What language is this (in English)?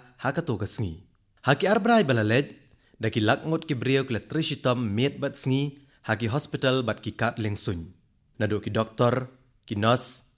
Khasi